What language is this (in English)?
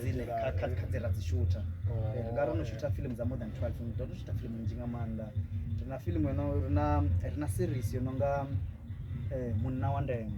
Venda